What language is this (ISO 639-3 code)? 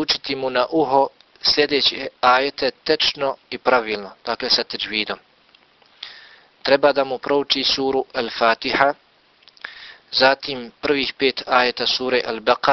bos